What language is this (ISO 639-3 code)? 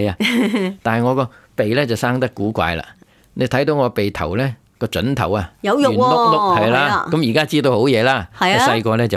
yue